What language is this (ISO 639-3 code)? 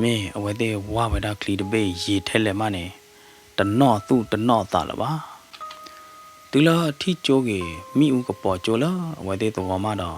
ksw